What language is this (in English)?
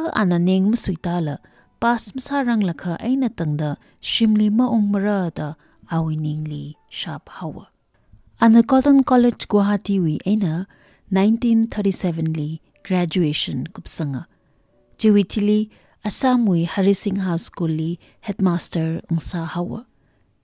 Tangkhul Naga (India)